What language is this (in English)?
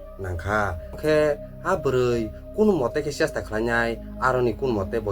Kok Borok